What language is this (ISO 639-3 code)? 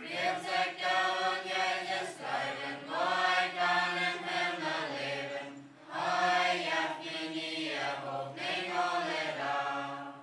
pdt